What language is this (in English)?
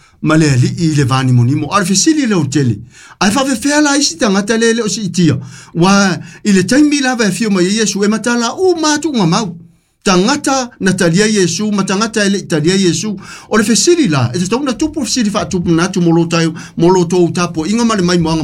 Samoan